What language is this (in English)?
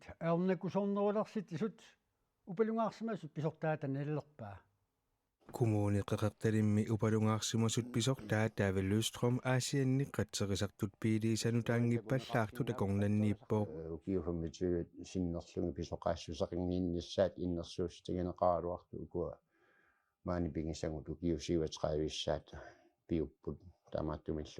Kalaallisut